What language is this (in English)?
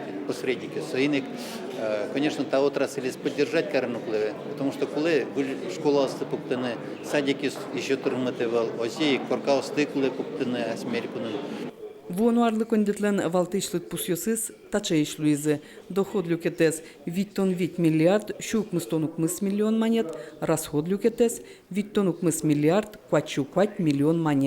Udmurt